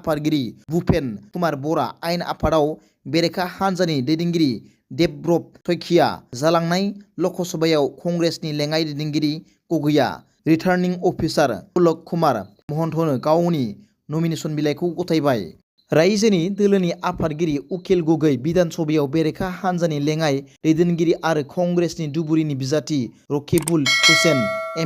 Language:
Bodo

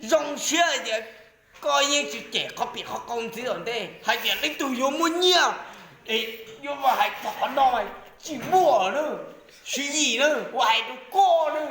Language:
Hmong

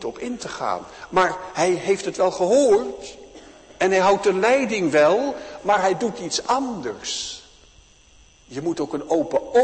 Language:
Dutch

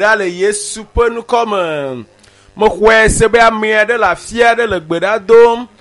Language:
Ewe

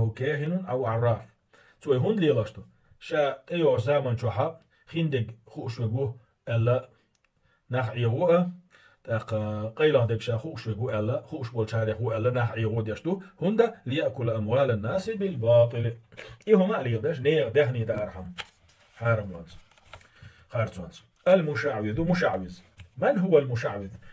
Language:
Chechen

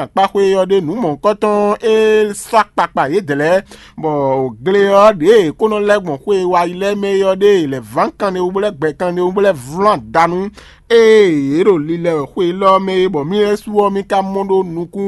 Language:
Fon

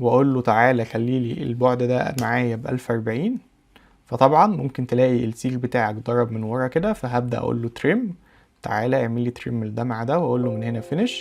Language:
Egyptian Arabic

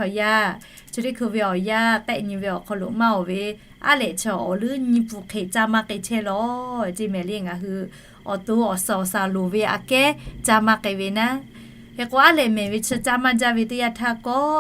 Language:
Lahu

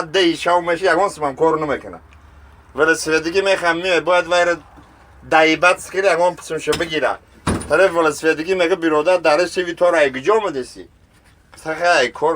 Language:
Tajik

